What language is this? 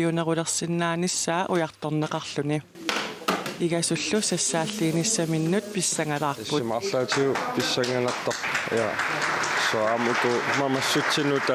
Kalaallisut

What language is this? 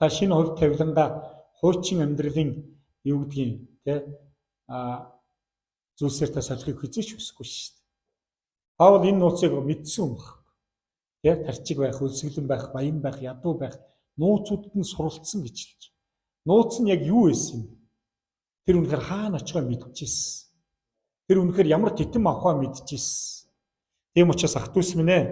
Mongolian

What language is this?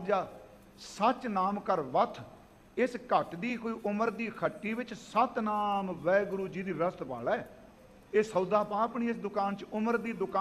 Punjabi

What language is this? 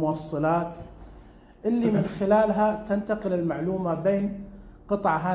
Najdi Arabic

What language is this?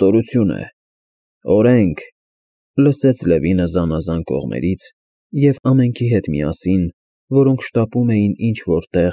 Armenian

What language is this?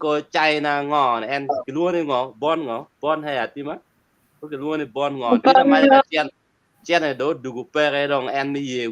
Acoli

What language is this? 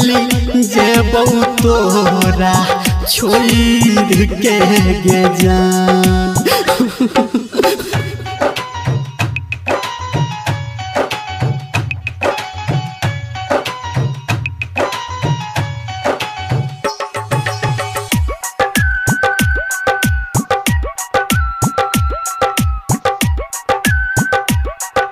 Maithili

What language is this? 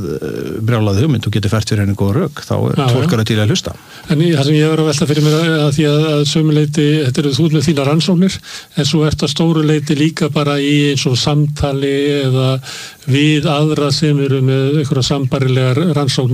Icelandic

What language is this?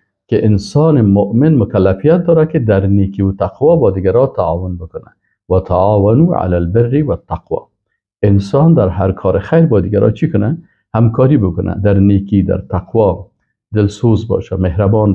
Persian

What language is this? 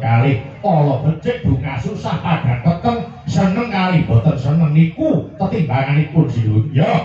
Javanese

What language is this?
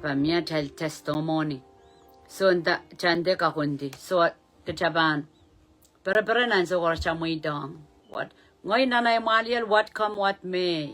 Pohnpeian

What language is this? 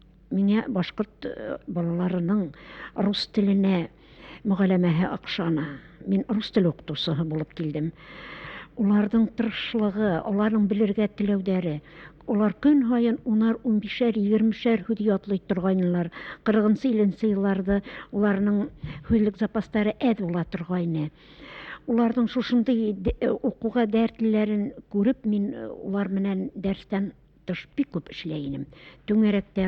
Bashkir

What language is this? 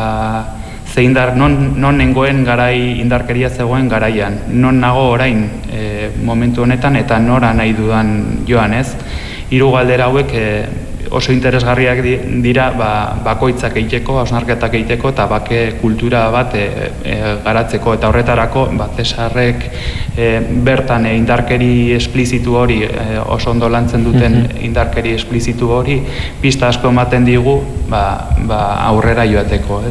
Basque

